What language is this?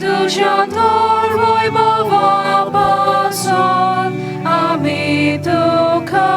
Konkani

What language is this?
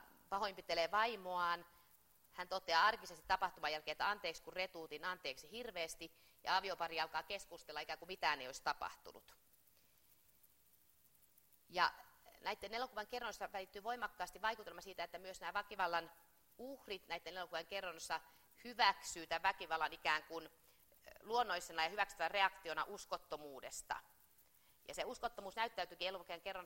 Finnish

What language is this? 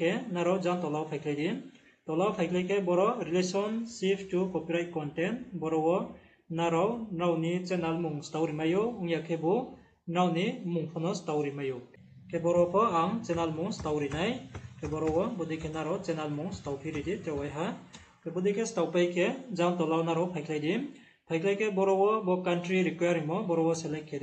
Riang (India)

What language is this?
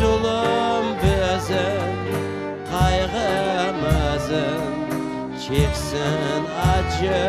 Crimean Tatar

